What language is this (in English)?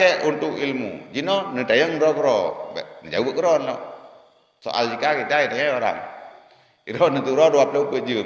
Achinese